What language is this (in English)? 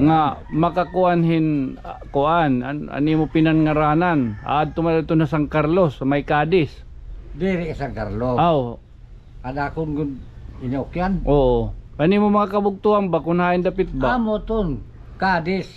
Waray